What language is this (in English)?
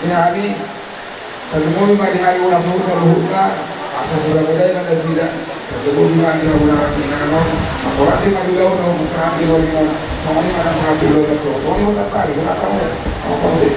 Batak Toba